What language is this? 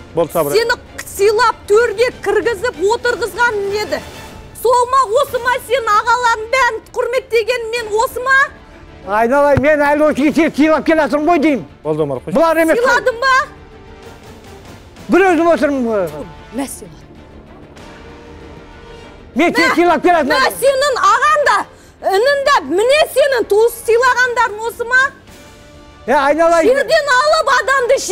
Kazakh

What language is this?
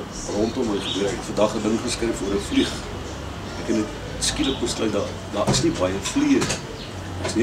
Afrikaans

